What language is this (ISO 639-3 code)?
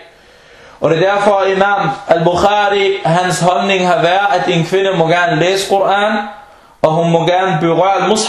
dan